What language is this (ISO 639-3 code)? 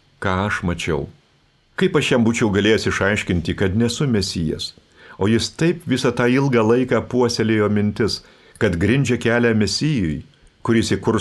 lit